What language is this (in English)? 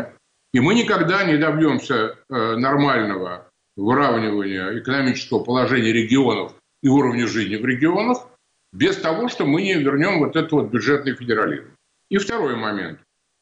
Russian